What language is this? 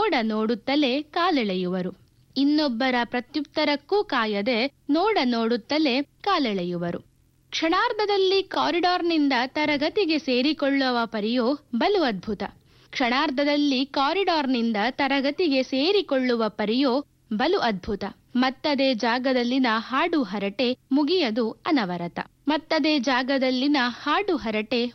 Kannada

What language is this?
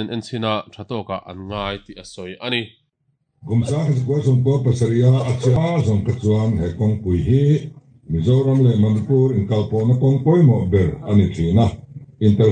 Mizo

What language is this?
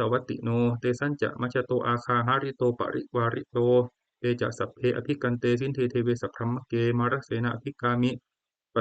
Pali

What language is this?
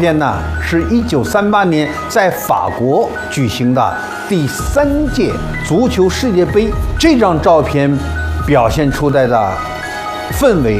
Chinese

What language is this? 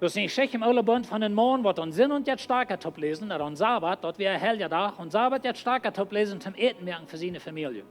Plautdietsch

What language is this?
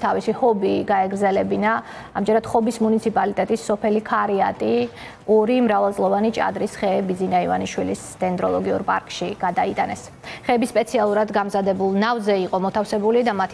Georgian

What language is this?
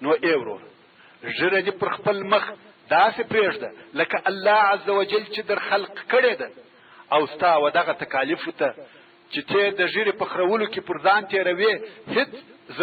Pashto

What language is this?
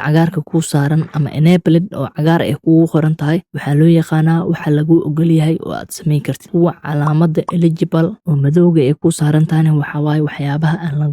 Somali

